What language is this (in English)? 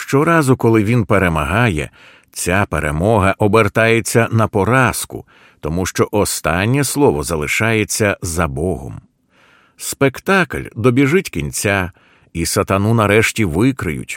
Ukrainian